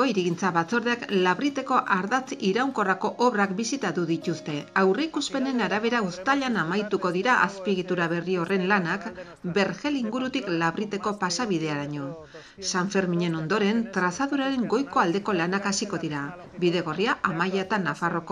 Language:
Basque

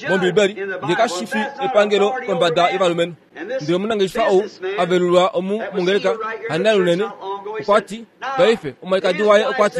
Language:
Kuanyama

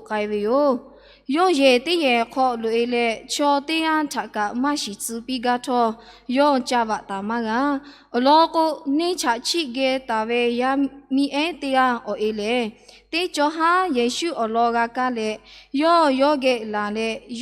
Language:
Lahu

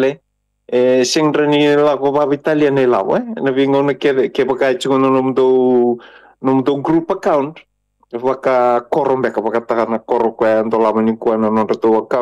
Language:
Fijian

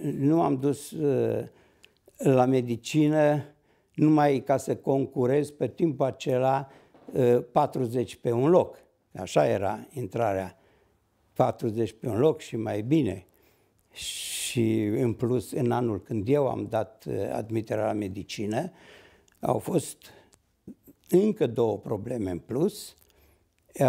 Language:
Romanian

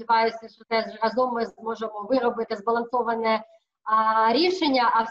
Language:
Ukrainian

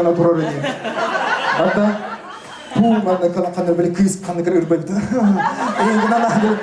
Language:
Yakut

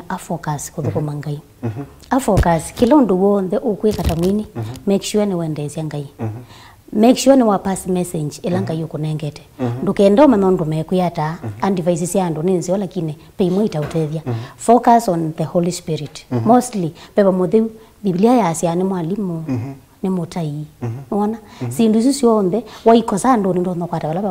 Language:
Kamba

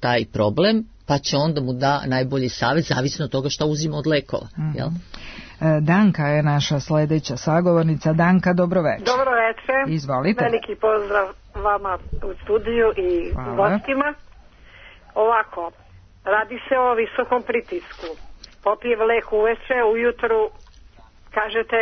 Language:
Serbian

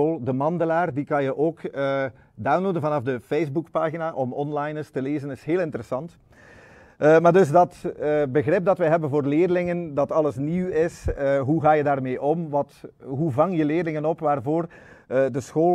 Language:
Dutch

